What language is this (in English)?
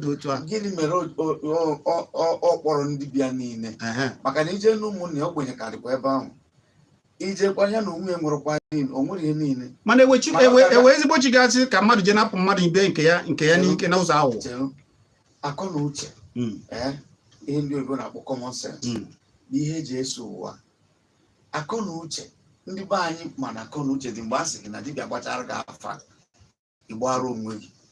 Igbo